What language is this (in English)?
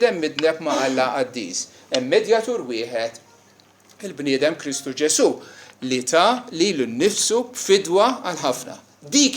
Maltese